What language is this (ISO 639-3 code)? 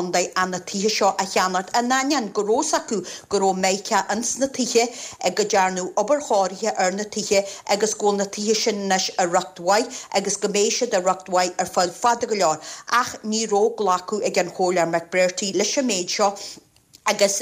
gle